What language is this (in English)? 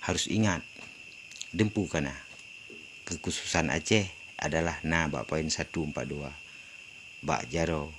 Achinese